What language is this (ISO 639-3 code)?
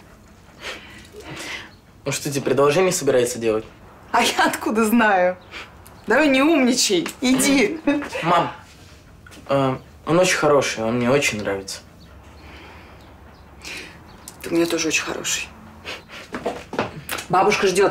rus